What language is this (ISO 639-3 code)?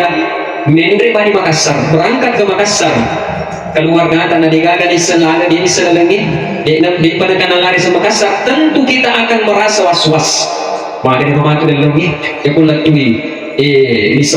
bug